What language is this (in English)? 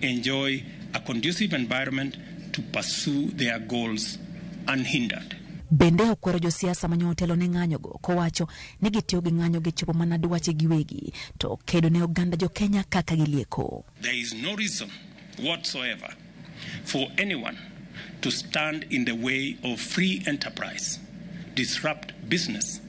Luo (Kenya and Tanzania)